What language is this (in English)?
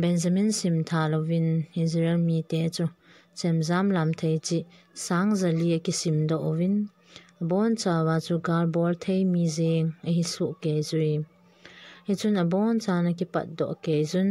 Thado Chin